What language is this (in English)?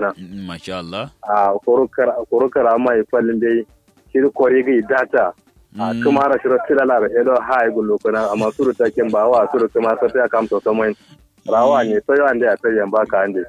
Kanuri